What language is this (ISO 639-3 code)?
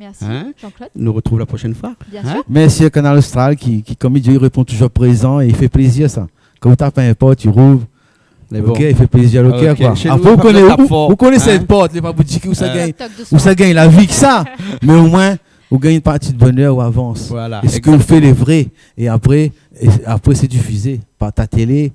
rcf